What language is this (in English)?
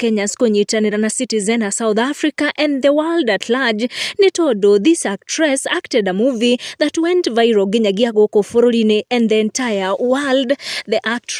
Kikuyu